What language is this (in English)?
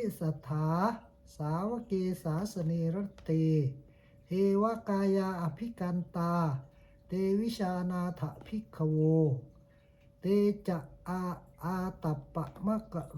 Pali